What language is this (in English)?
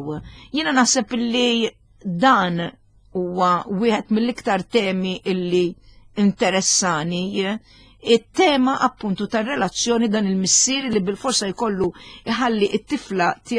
Maltese